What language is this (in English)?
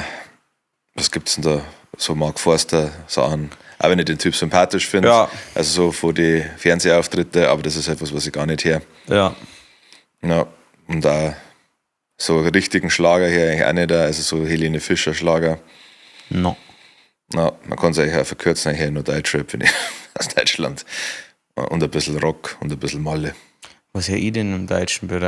Bavarian